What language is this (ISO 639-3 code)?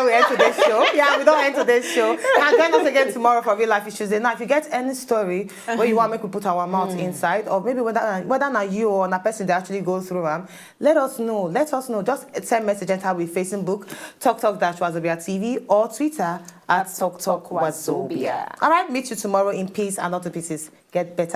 pcm